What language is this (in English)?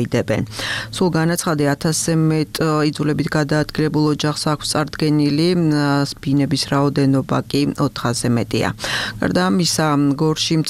Georgian